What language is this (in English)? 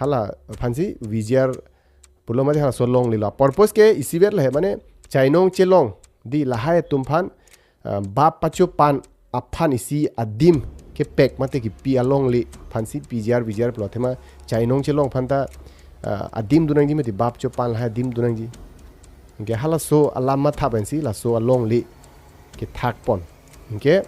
Karbi